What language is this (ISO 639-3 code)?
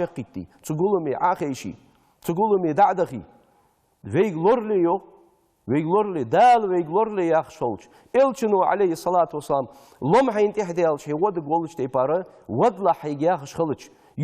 inh